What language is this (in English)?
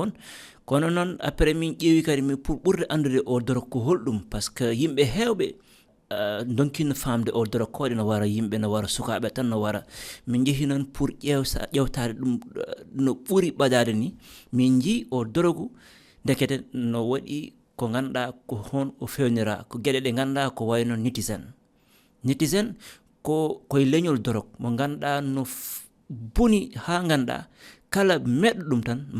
Fula